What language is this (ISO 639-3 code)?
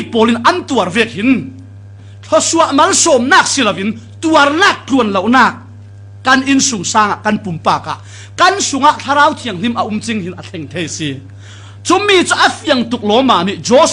cfm